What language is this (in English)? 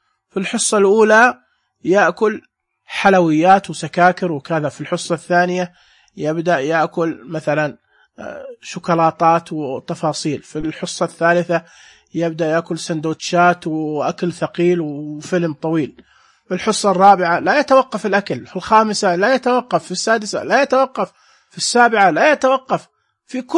Najdi Arabic